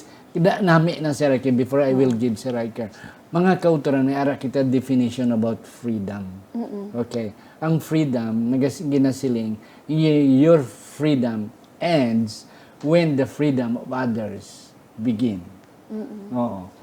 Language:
Hiligaynon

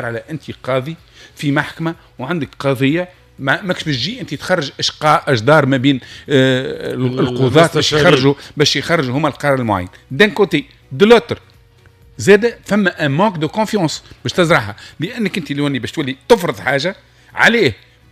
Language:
Tunisian Arabic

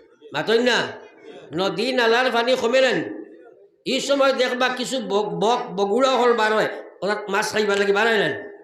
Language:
Sylheti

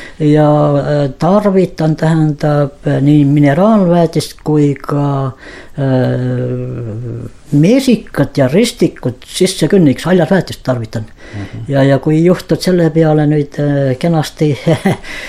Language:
Estonian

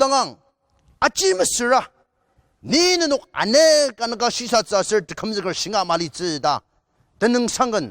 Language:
Ao Naga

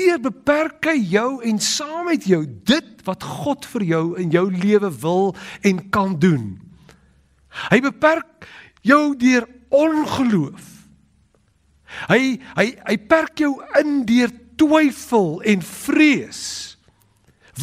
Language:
Afrikaans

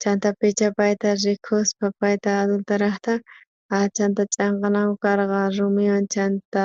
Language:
South Bolivian Quechua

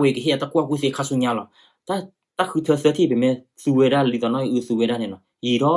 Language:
S'gaw Karen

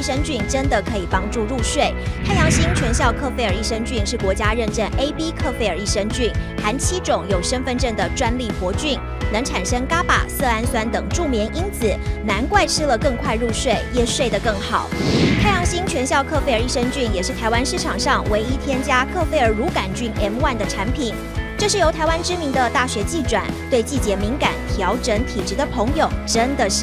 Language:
Chinese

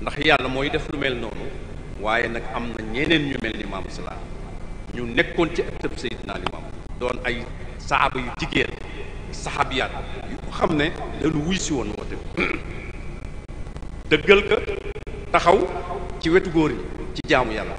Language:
Wolof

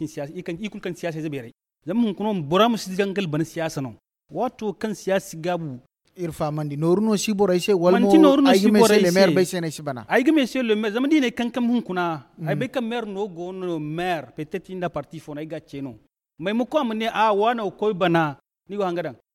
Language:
Zarma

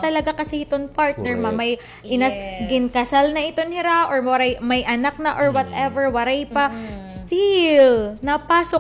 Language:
Waray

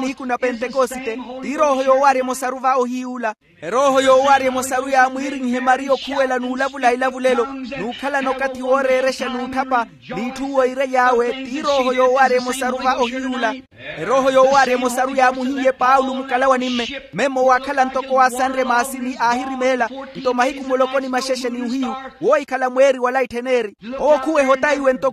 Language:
Makhuwa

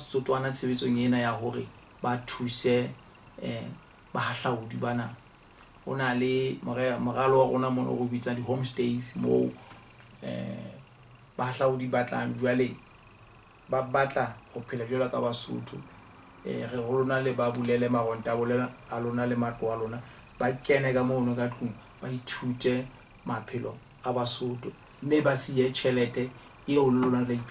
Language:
Southern Sotho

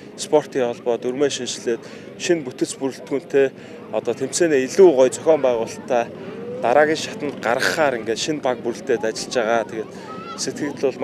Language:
Mongolian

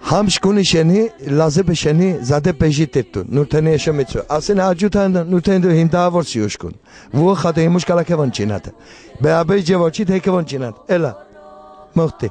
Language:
Laz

